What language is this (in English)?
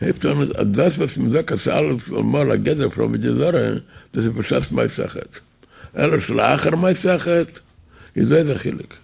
Yiddish